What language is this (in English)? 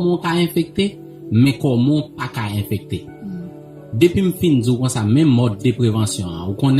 Haitian Creole